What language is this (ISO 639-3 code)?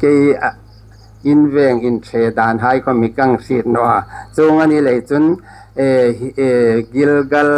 hmr